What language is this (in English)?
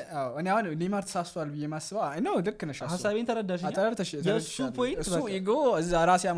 Amharic